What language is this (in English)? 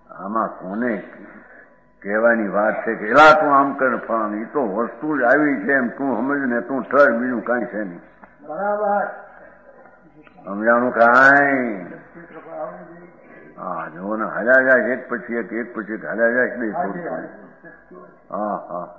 Gujarati